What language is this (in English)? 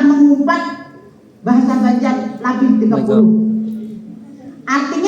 Banjar